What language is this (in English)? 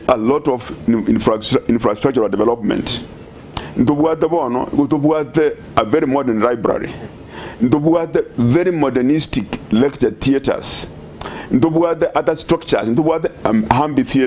Gusii